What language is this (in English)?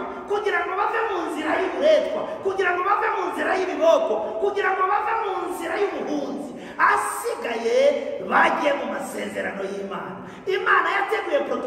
Kinyarwanda